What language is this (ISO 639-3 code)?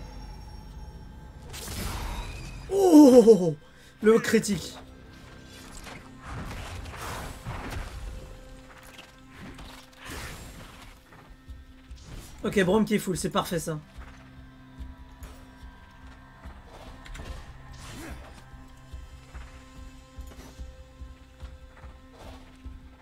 fra